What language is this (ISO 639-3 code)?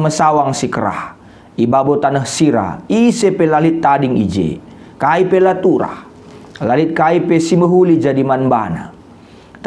btx